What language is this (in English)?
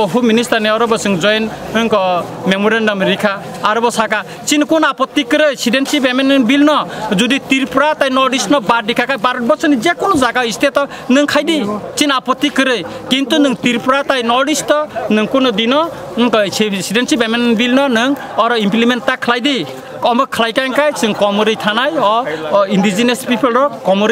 Kok Borok